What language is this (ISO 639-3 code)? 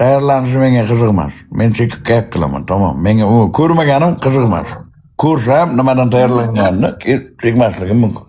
uzb